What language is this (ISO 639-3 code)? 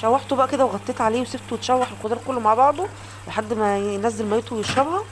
arz